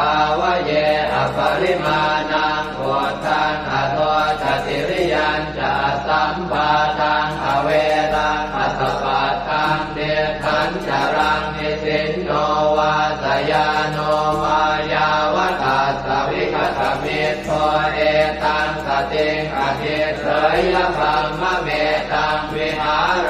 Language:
Pali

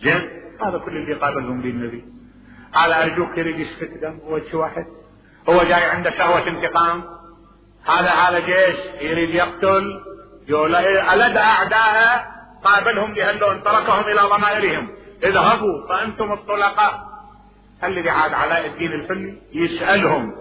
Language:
Mesopotamian Arabic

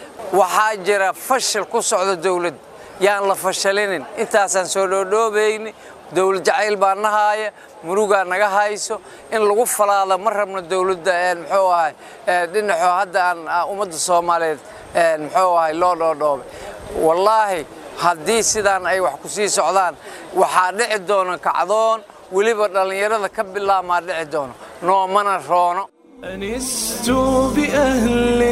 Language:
Somali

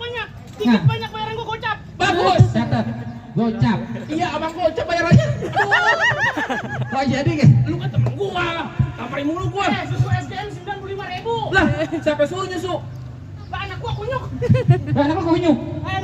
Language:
Betawi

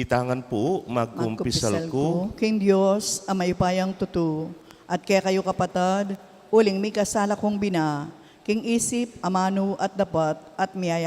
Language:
Pampanga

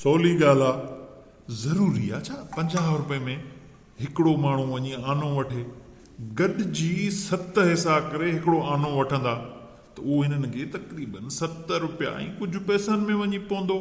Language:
Sindhi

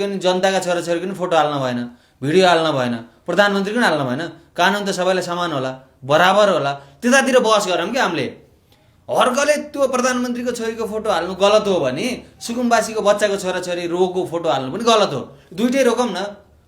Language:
Nepali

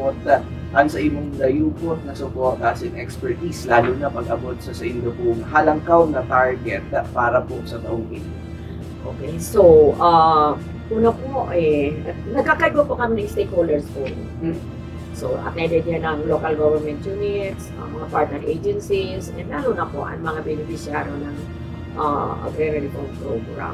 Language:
Bikol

